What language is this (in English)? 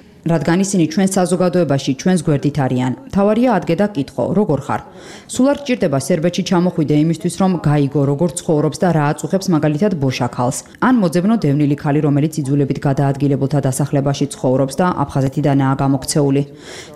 Georgian